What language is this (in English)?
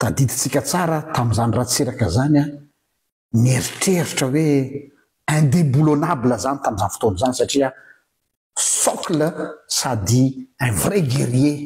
Malagasy